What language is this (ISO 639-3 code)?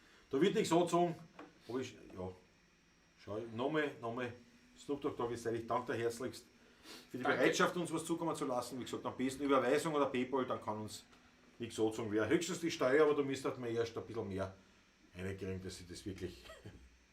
bar